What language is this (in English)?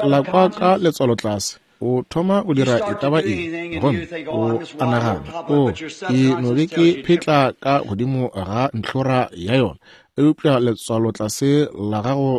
Northern Sotho